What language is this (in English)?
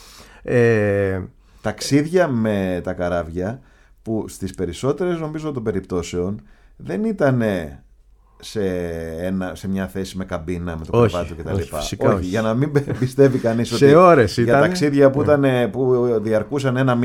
Greek